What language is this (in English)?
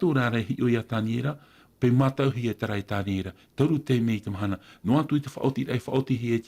Tahitian